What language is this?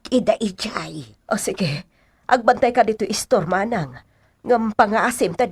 Iloko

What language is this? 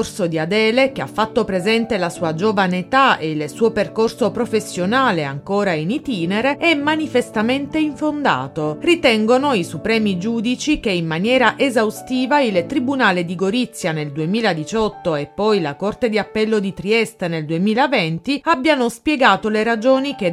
Italian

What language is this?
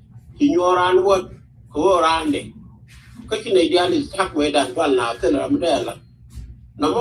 Nuer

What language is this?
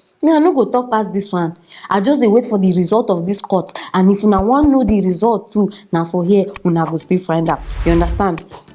Nigerian Pidgin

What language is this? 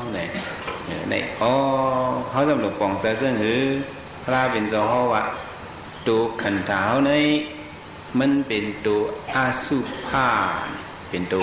Shan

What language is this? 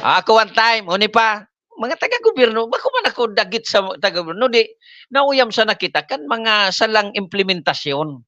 Bikol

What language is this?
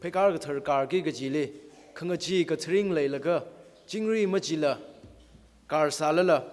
Tangkhul Naga (India)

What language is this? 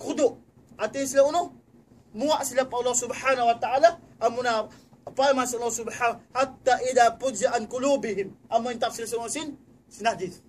Tausug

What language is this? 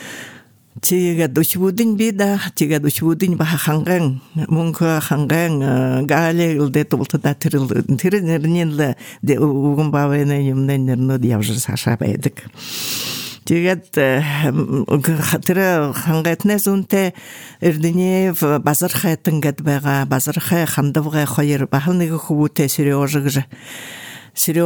Buriat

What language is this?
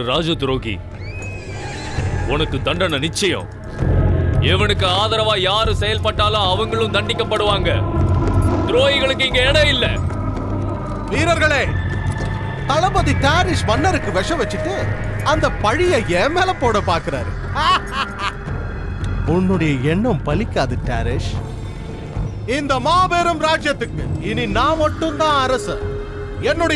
Tamil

